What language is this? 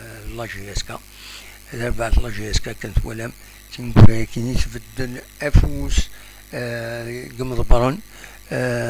Kabyle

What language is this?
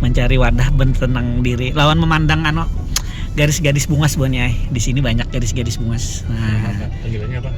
Banjar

